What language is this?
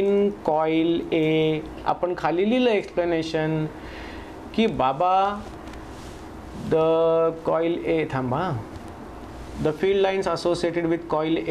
Marathi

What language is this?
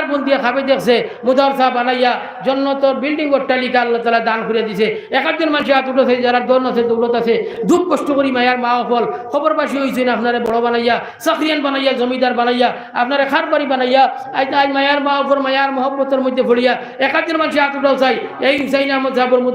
Sylheti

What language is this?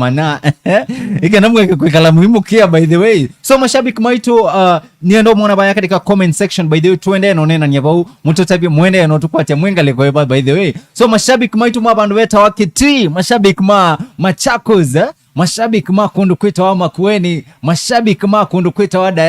Kamba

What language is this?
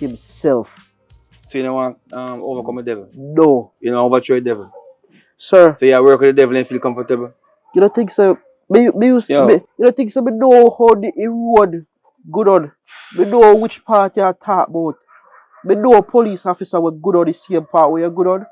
Jamaican Creole English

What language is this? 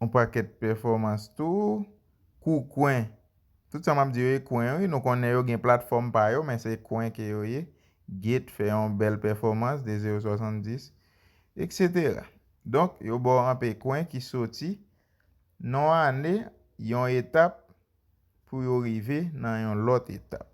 Haitian Creole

